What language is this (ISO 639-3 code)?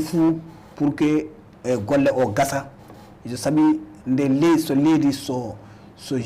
ful